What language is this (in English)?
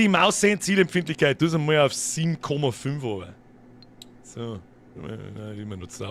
Bavarian